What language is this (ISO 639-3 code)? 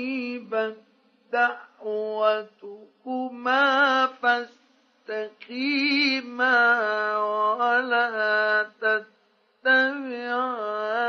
ara